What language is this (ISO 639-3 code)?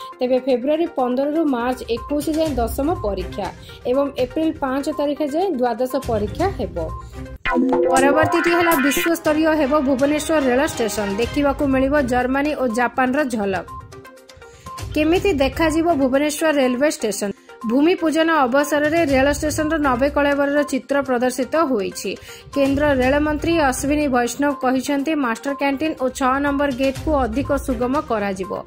ori